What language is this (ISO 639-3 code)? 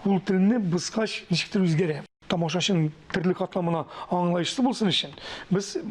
tat